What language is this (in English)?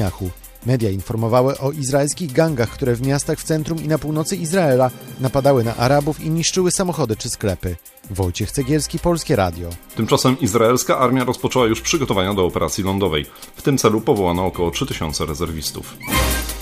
Polish